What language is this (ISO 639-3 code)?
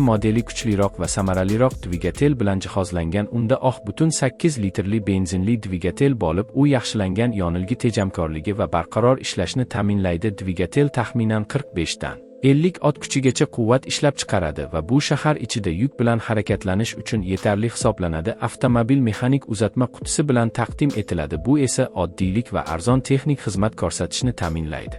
uzb